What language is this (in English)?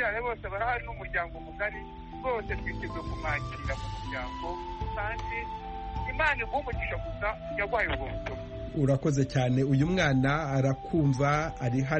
Kinyarwanda